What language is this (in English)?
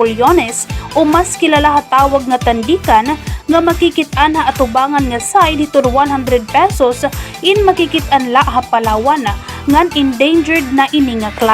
Waray